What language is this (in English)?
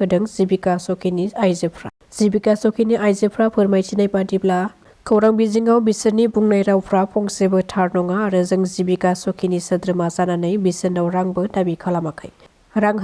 Bodo